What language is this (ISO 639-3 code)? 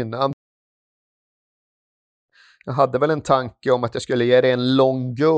swe